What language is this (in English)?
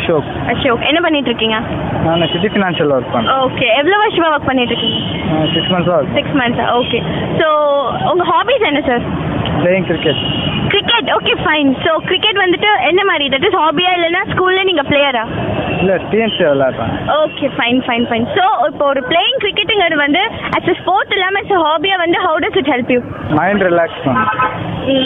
Tamil